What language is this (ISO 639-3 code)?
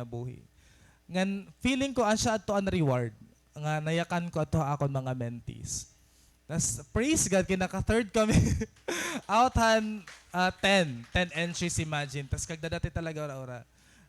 war